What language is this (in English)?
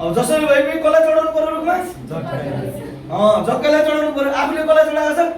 Nepali